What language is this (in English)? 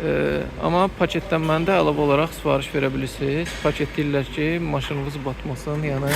Azerbaijani